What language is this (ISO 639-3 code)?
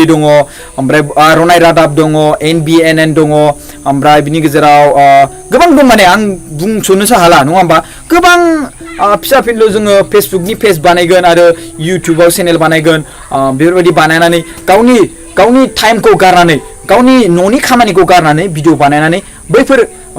brx